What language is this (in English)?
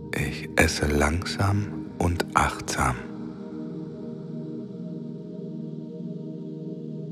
German